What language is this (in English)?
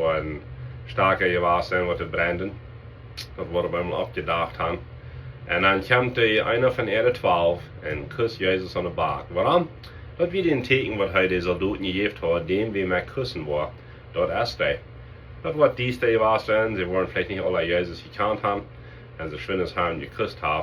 Plautdietsch